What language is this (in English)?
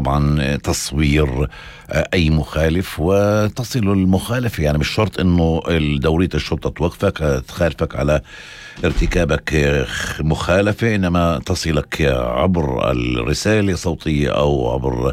North Levantine Arabic